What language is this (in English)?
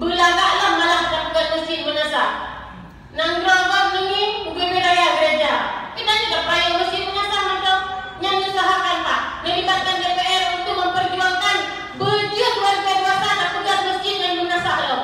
Achinese